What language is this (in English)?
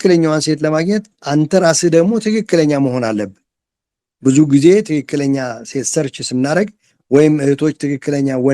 Amharic